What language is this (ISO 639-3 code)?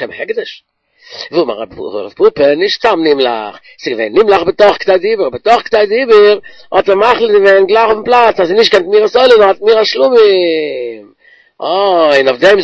yid